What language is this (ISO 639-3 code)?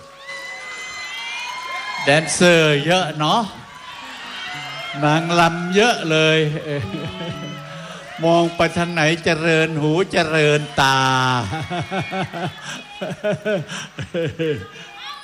tha